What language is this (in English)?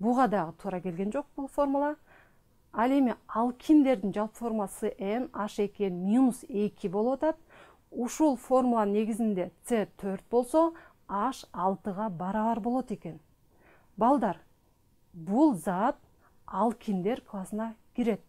Kyrgyz